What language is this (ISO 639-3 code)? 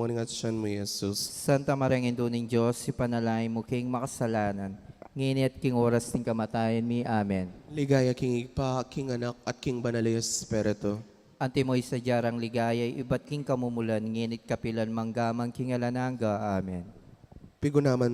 pam